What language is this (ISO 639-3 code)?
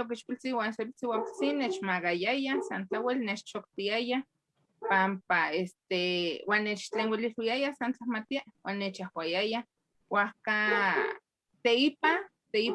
nhe